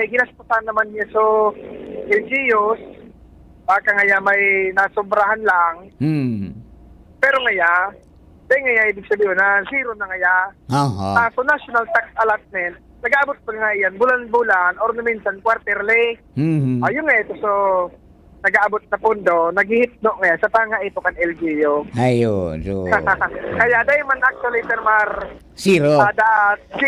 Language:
Bikol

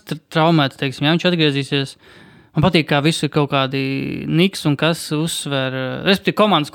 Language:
Latvian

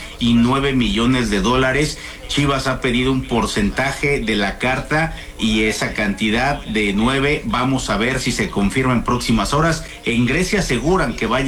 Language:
Spanish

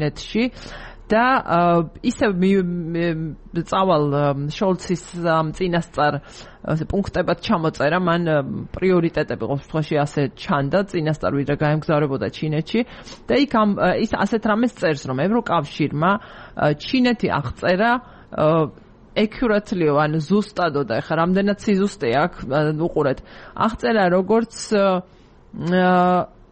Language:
Georgian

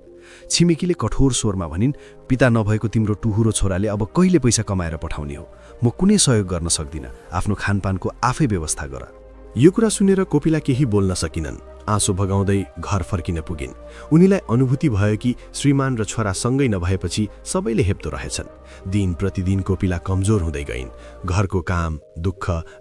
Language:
Nepali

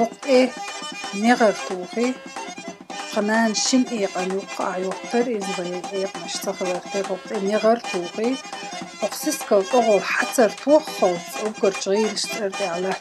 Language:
Chechen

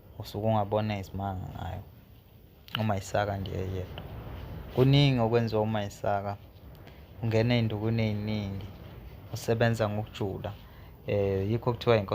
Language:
Zulu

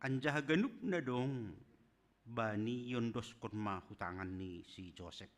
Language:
Batak Simalungun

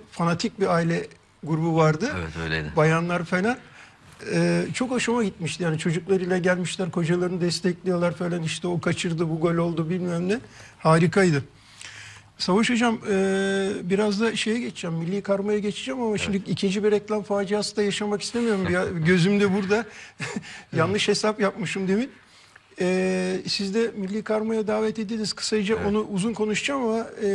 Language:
Turkish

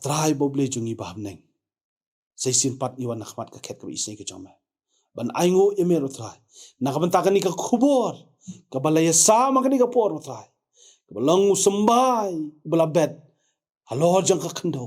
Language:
Khasi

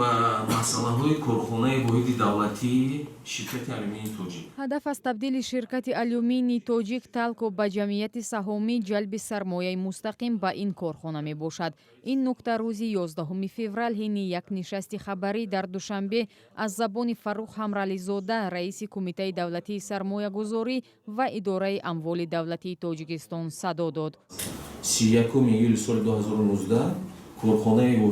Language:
Tajik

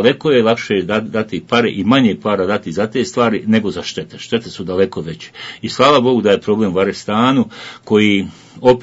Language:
Bosnian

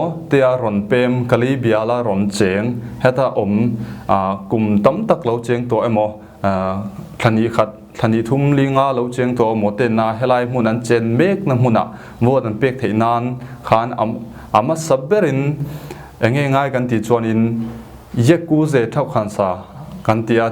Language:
Falam Chin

